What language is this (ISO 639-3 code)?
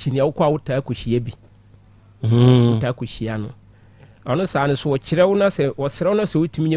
aka